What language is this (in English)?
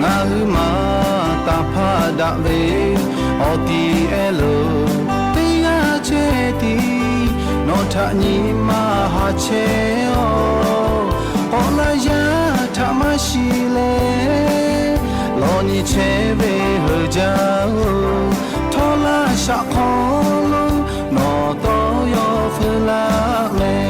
Lahu